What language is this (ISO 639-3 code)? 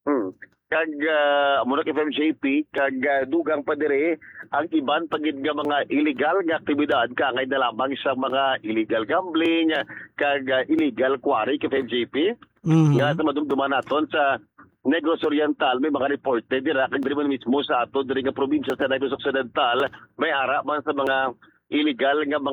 hil